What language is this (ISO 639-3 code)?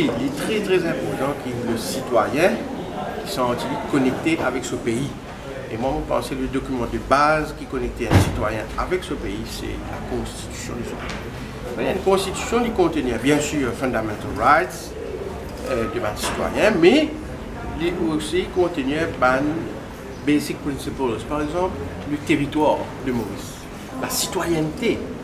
mfe